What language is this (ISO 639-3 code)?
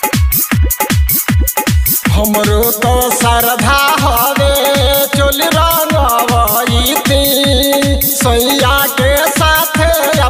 bho